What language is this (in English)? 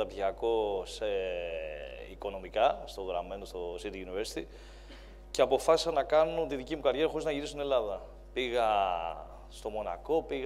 Greek